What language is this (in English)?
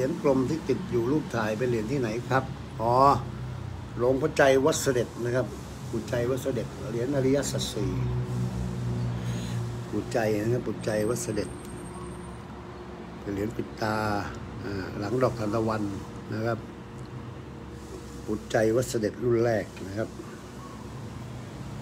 Thai